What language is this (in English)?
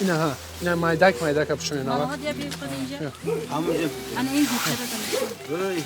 Tajik